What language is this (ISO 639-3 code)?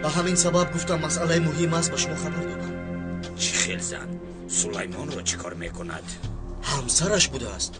tgk